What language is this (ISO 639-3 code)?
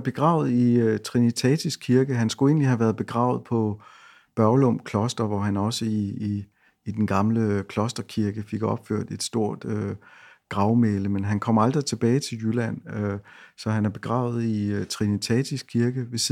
dan